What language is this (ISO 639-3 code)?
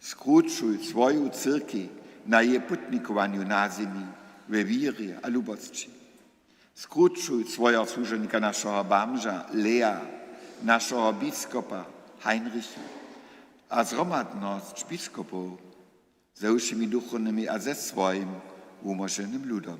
hsb